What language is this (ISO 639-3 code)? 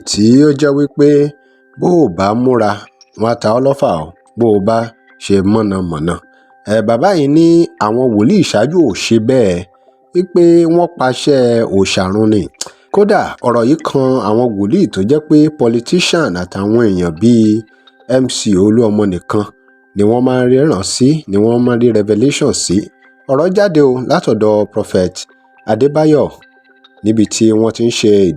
yor